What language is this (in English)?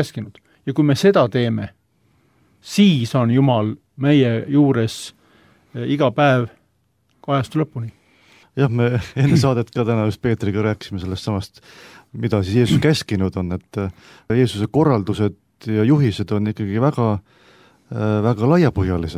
Estonian